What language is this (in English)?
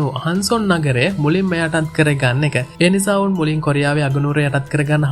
Sinhala